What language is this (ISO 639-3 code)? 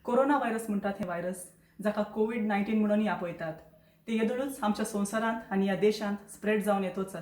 kok